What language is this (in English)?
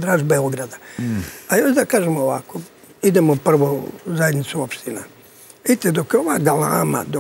Serbian